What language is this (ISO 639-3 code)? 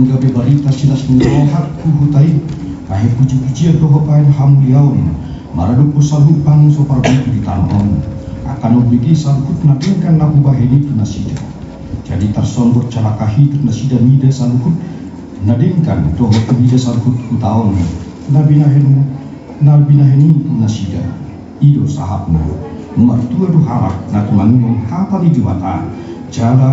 bbc